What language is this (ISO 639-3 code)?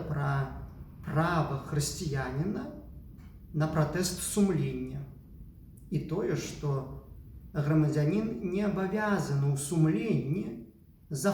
bel